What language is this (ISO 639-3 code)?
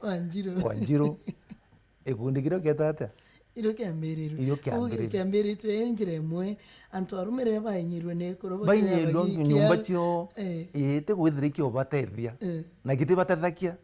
mer